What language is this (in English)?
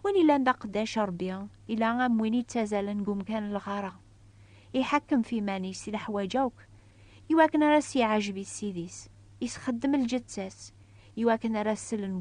Kabyle